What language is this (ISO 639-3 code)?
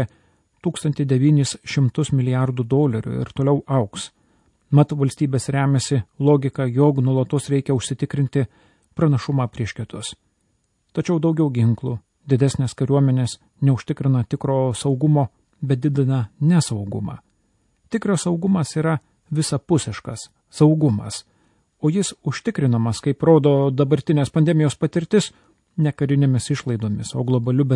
lit